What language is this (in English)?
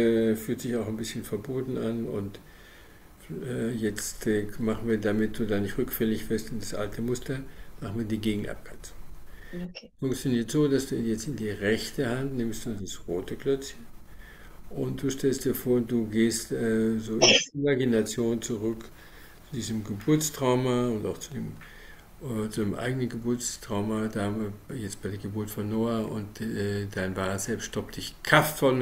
German